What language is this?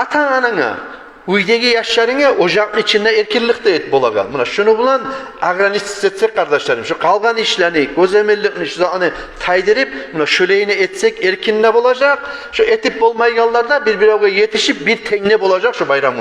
Kumyk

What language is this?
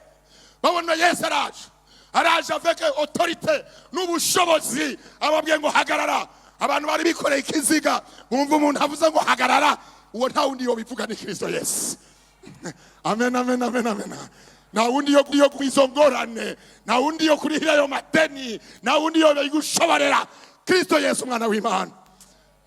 Rundi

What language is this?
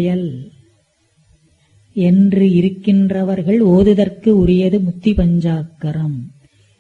Tamil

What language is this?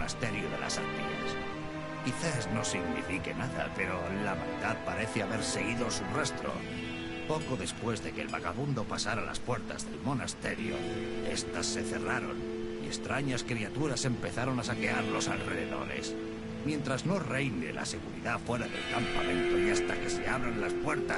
Spanish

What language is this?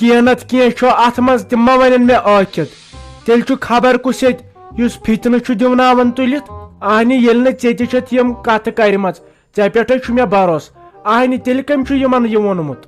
Kashmiri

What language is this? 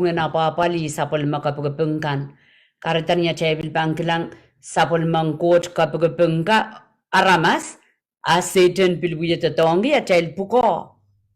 Pohnpeian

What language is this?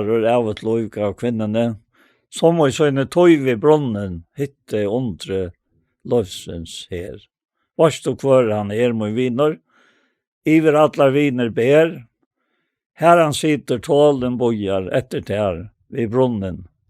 Faroese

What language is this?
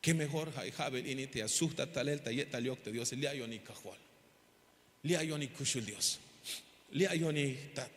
Tzeltal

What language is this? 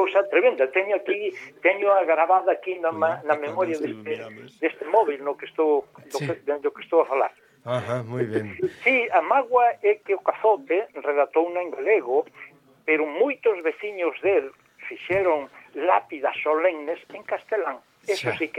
Galician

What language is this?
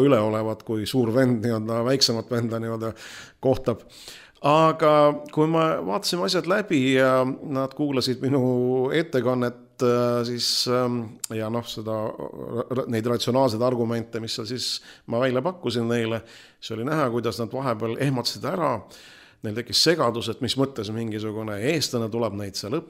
Estonian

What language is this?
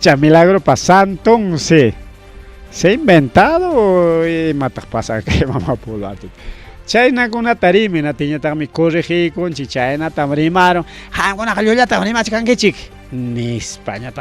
Ayacucho Quechua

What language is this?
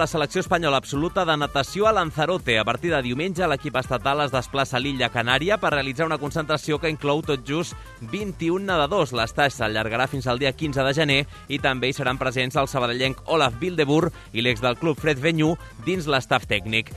Catalan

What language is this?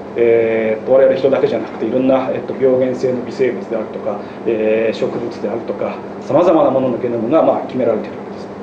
Japanese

